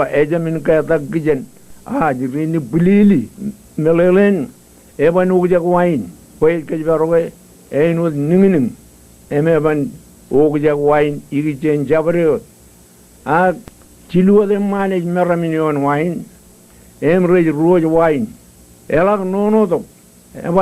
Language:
Marshallese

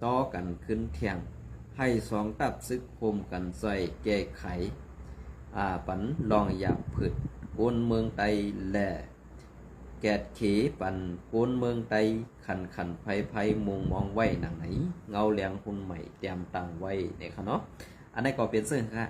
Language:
Shan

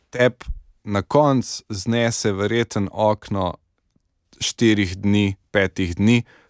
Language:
Slovenian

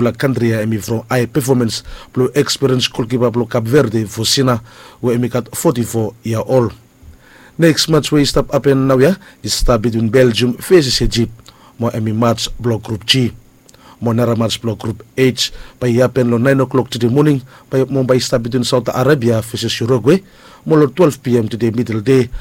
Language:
Bislama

